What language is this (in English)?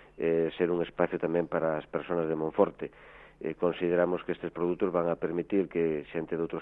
Galician